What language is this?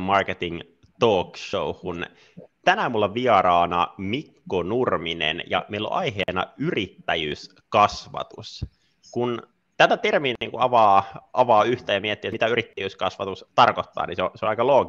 Finnish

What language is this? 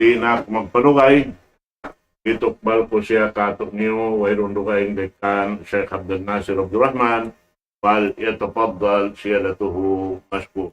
Tausug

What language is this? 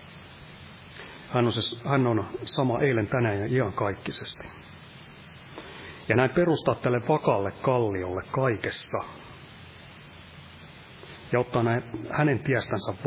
Finnish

